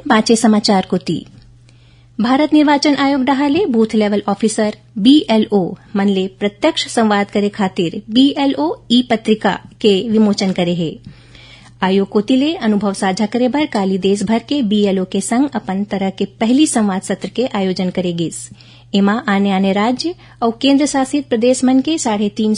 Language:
Chhattisgarhi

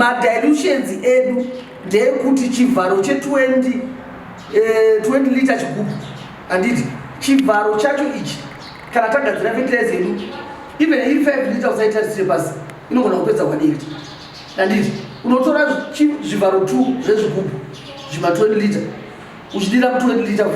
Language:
Shona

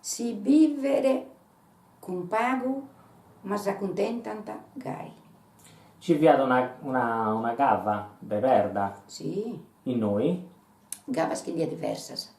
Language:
Sardinian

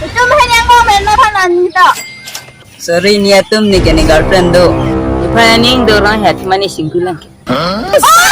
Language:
Karbi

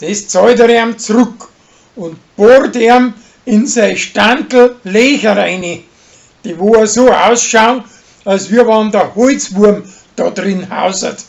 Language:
Bavarian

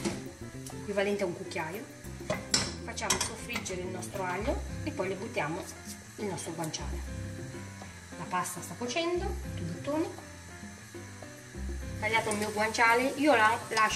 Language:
Italian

